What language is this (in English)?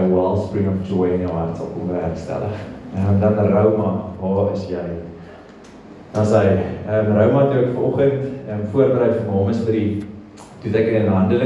Afrikaans